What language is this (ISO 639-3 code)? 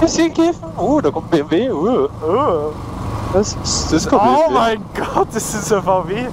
bar